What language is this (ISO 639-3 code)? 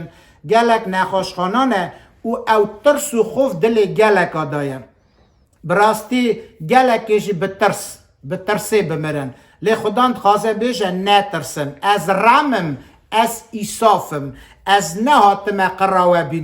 kur